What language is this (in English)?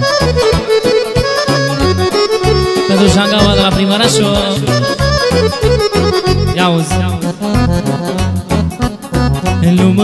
Romanian